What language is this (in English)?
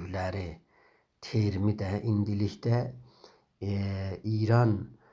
South Azerbaijani